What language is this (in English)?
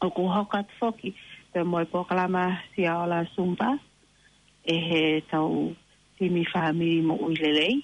Tongan